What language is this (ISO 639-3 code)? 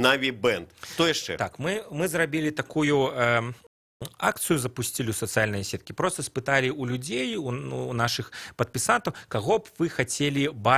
bel